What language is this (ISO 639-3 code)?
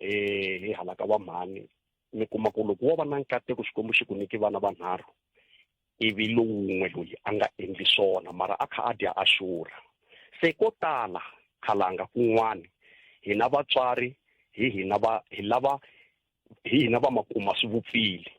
tso